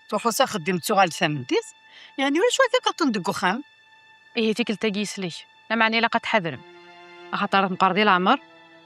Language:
Kabyle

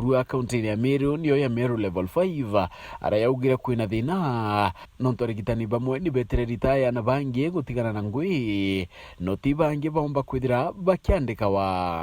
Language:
Meru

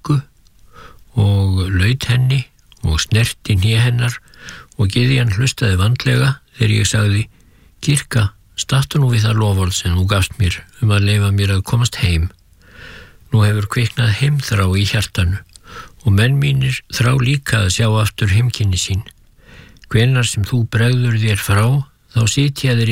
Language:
Icelandic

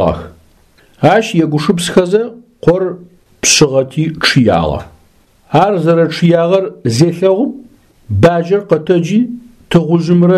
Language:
Adyghe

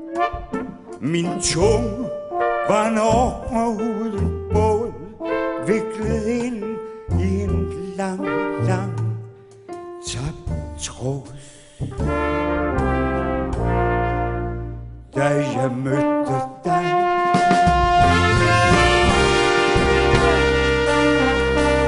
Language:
Danish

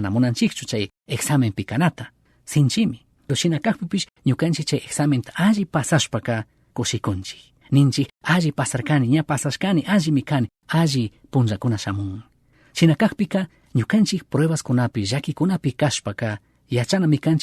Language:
Chimborazo Highland Quichua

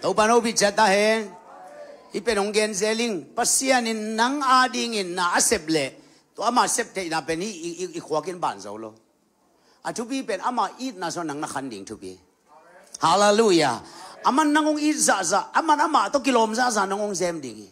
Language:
Tedim Chin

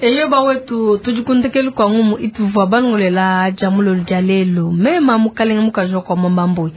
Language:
Luba-Lulua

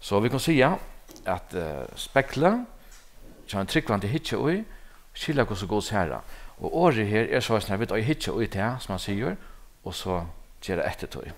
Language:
Faroese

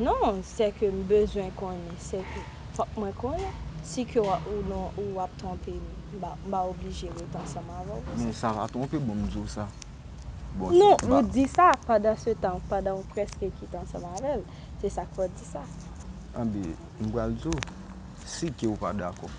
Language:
Haitian Creole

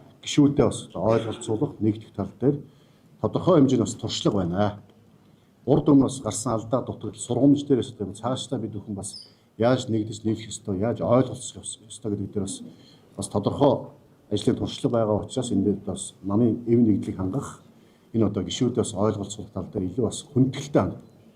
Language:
Mongolian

